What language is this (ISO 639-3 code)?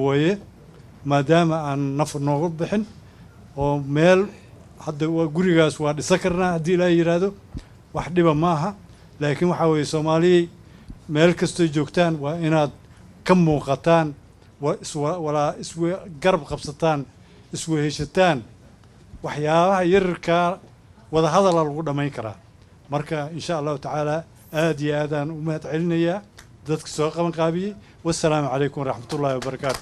som